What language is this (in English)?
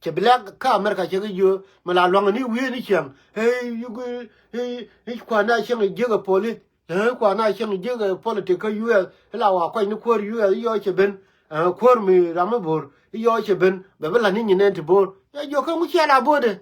Nuer